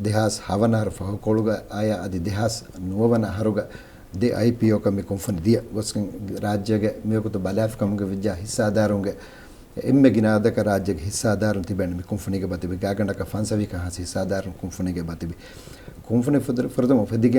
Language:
Divehi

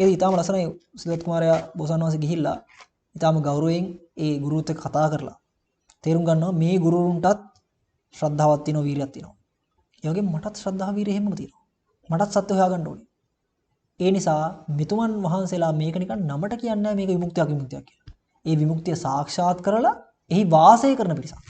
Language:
Sinhala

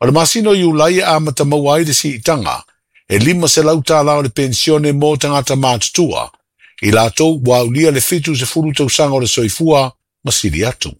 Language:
Samoan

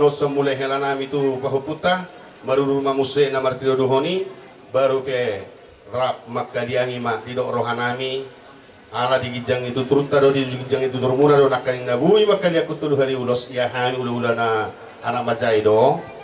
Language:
Batak Toba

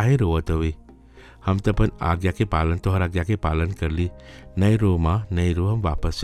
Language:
Bhojpuri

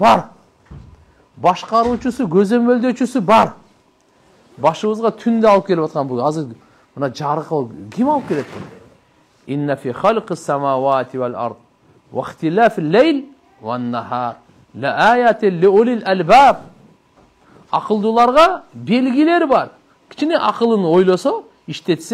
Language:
Kyrgyz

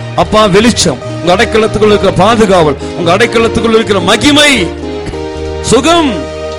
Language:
Tamil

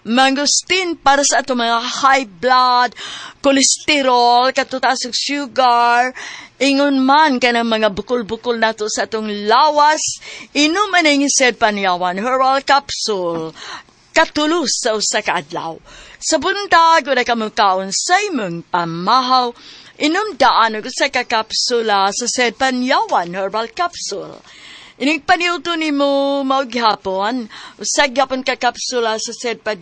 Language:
Cebuano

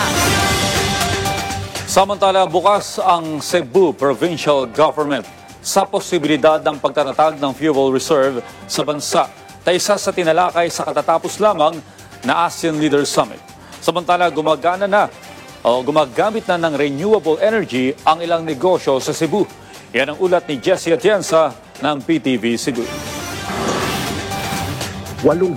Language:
Filipino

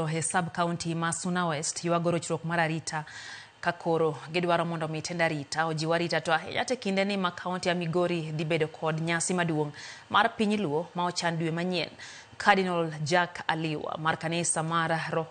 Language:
Luo (Kenya and Tanzania)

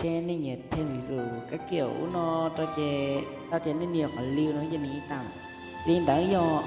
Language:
Hmong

